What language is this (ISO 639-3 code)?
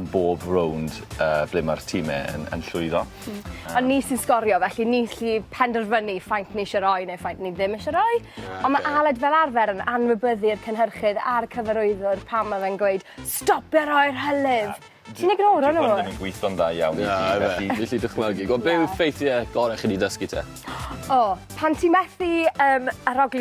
cym